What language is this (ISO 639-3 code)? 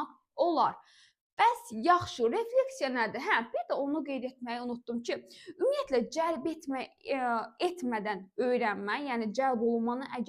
aze